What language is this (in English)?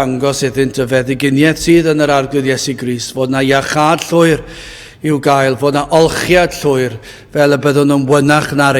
Welsh